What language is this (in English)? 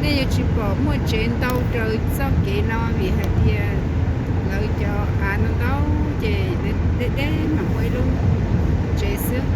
Hmong